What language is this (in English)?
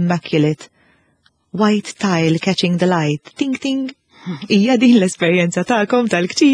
Maltese